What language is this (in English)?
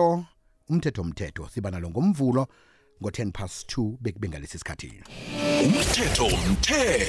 South Ndebele